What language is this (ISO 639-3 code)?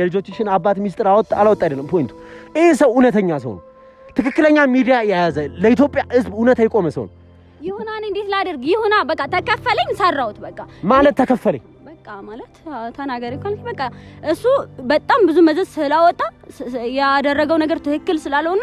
amh